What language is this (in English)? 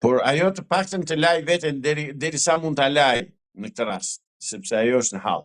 Albanian